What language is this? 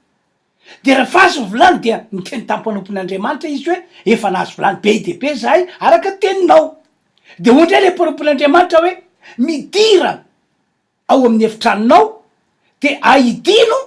Malagasy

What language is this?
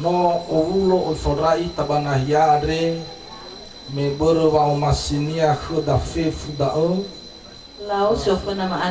Nias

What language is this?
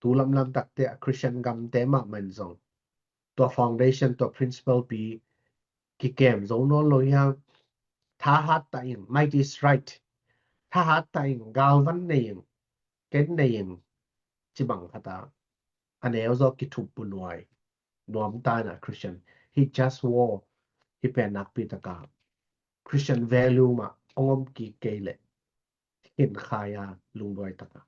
Tedim Chin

